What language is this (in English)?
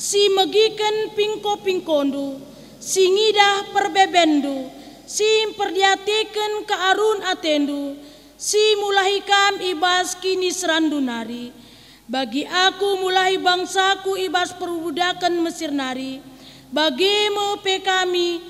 Batak Karo